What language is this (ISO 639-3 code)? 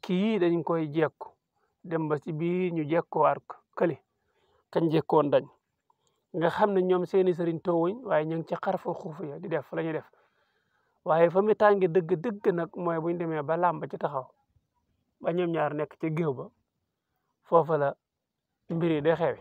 wol